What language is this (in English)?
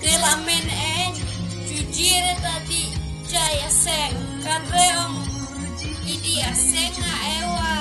Khasi